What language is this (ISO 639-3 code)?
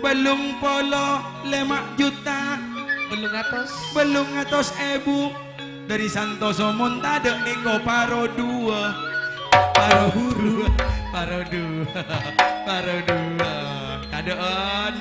mad